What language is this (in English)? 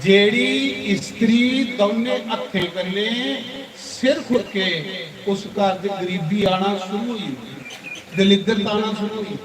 Dogri